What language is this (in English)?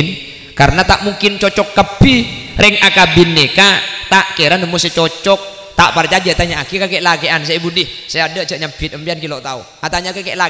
Madurese